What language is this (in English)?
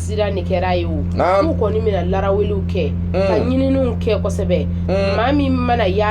Bambara